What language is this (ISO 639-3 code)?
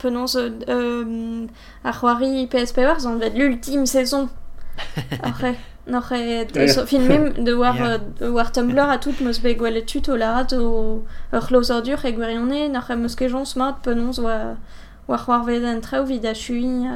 bre